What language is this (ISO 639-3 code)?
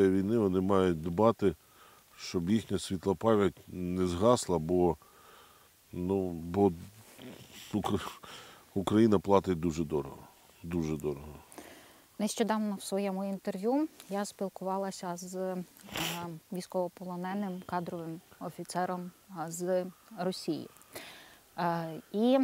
ukr